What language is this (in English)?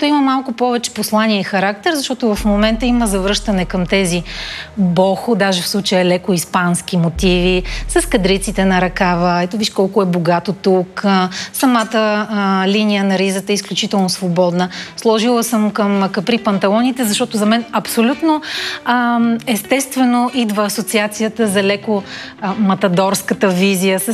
Bulgarian